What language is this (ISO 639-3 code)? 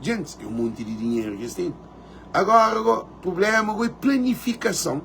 kea